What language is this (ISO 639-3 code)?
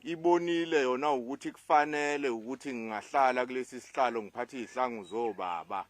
zul